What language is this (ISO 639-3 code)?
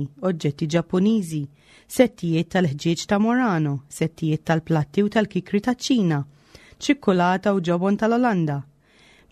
mlt